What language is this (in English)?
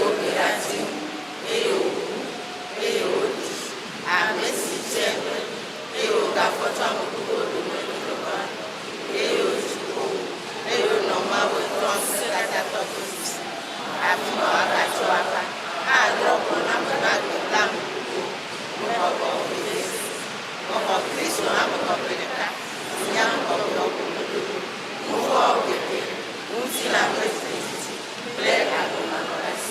Ewe